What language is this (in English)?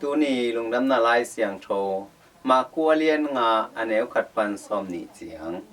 Tedim Chin